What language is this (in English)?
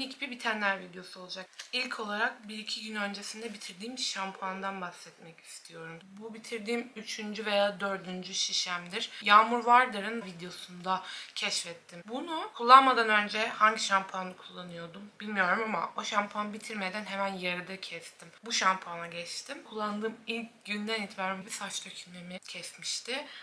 Turkish